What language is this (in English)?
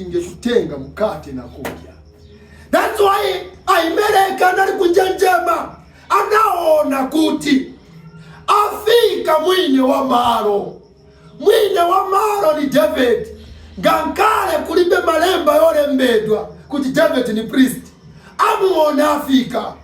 Nyanja